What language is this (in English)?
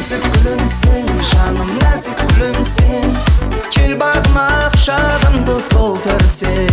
Kara-Kalpak